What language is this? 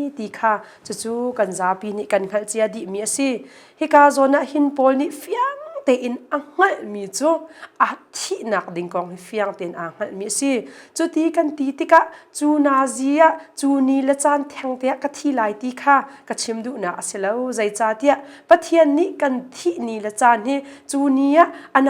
Hakha Chin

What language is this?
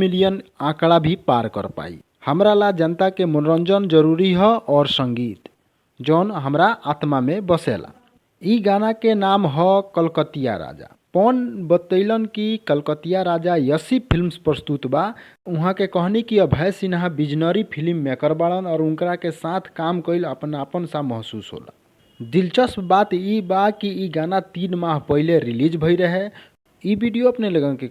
Bhojpuri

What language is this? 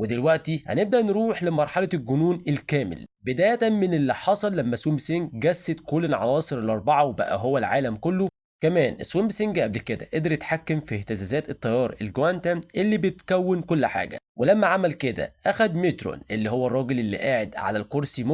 Egyptian Arabic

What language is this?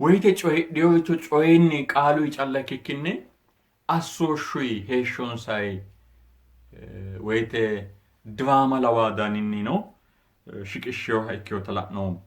Sidamo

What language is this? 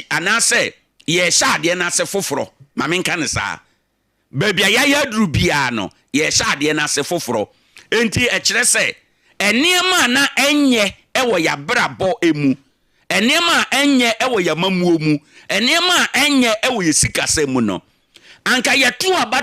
Akan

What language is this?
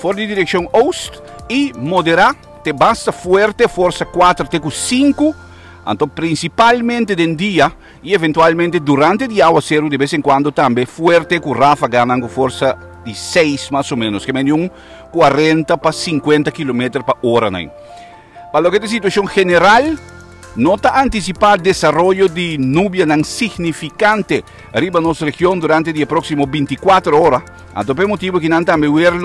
Papiamento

